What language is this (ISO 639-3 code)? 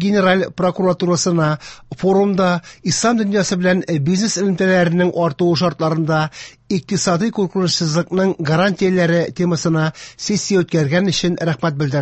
tat